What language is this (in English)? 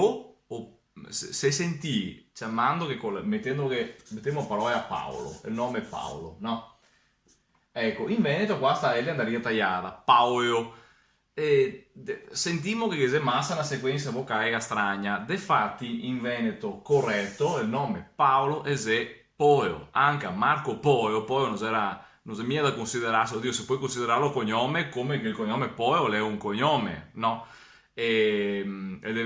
Venetian